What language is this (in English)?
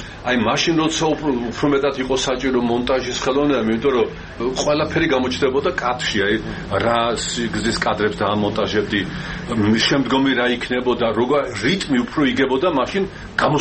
Georgian